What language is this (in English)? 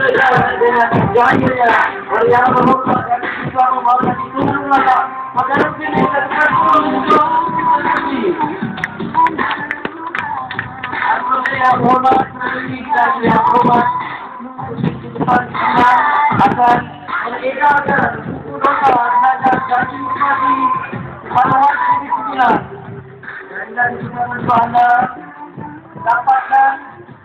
Malay